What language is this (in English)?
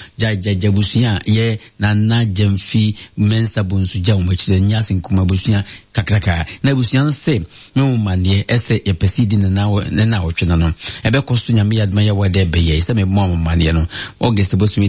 Akan